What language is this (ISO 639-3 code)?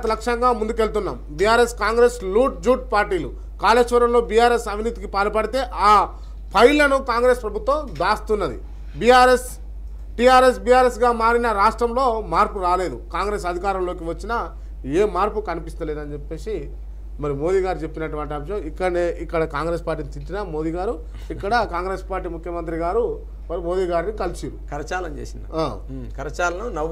tel